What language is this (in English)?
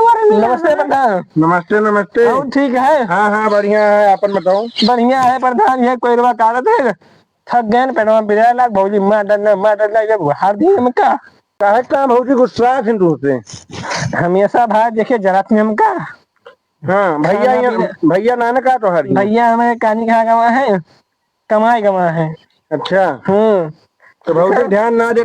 Awadhi